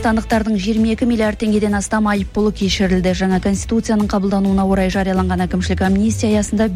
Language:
Kazakh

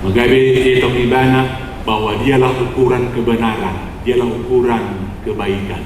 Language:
Batak Toba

